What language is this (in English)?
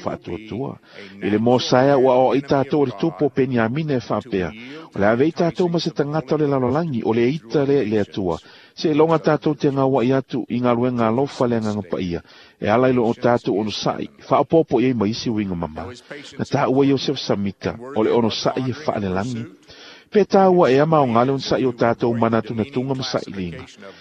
Samoan